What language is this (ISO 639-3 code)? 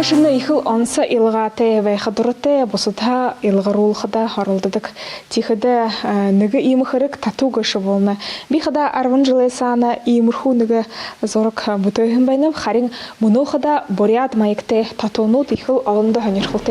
bua